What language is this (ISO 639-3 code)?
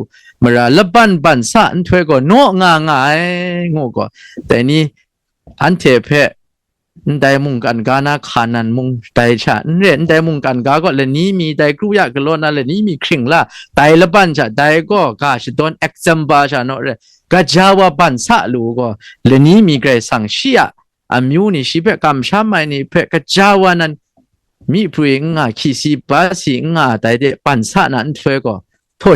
kac